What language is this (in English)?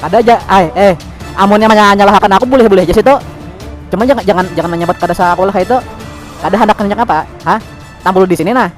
Banjar